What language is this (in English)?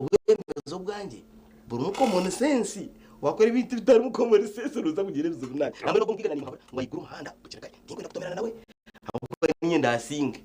Nyankole